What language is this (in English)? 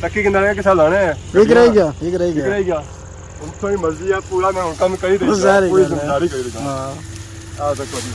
Pahari-Potwari